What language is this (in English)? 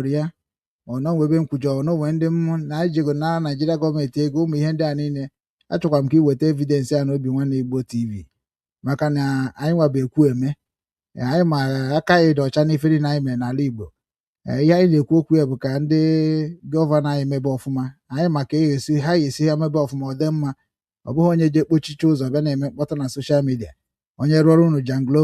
Igbo